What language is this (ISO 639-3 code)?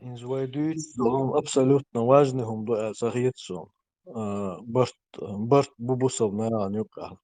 che